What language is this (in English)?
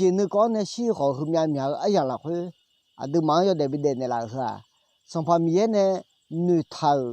Akha